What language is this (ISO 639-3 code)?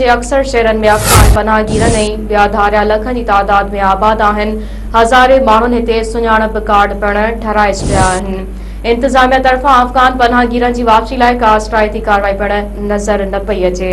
snd